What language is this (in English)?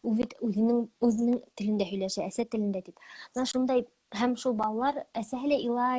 Bashkir